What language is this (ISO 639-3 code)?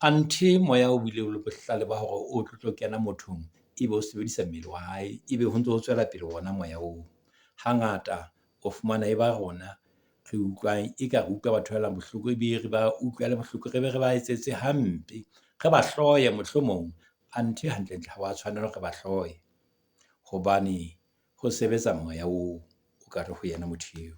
sot